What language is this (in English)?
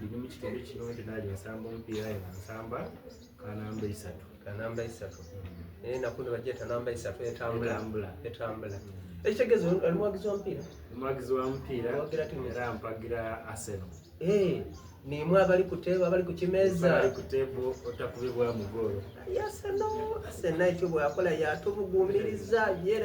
Soga